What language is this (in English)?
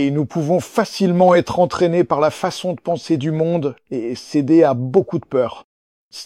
French